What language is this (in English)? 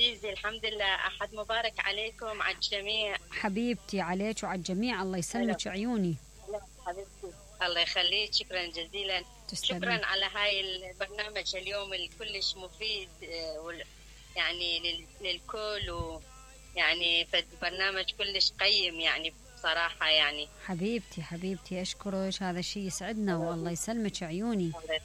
Mesopotamian Arabic